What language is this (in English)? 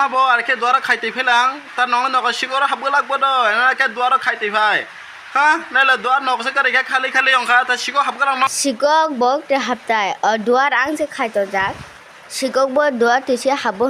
Kok Borok